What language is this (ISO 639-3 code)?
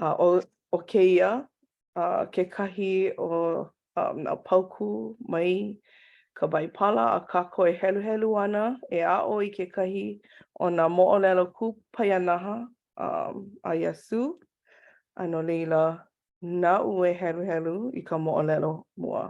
haw